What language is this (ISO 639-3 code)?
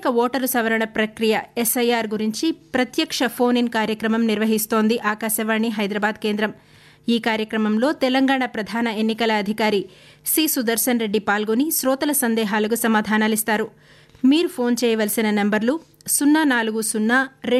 tel